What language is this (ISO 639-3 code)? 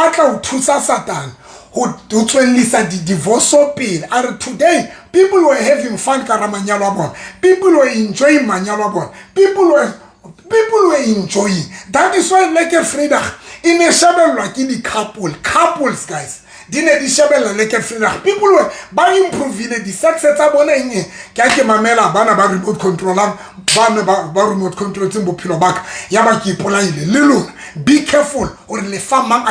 sot